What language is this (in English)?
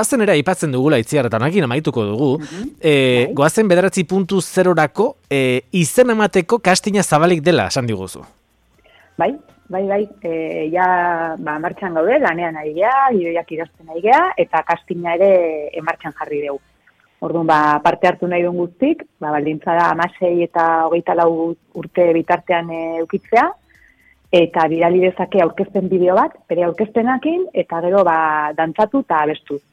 Basque